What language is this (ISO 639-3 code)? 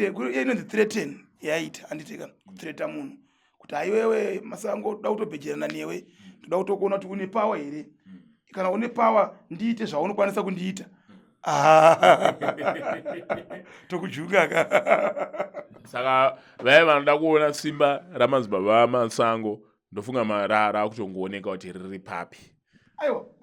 sna